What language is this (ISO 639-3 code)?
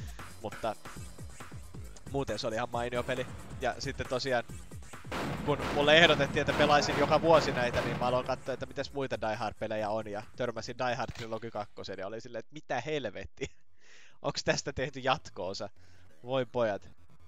fin